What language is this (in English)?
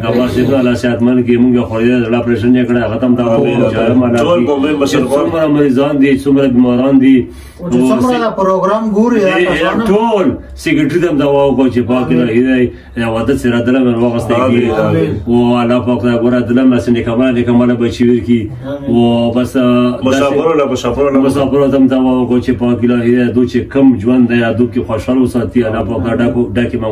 Pashto